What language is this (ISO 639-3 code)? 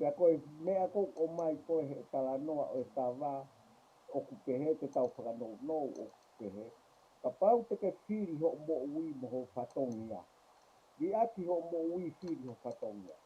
ton